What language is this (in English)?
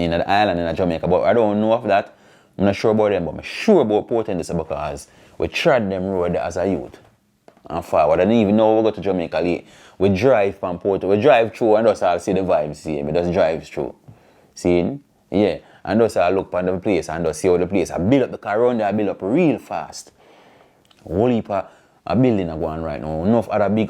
Jamaican Creole English